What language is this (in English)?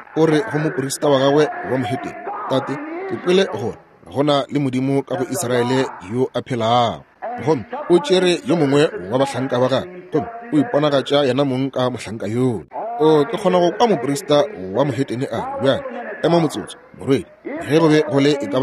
Northern Sotho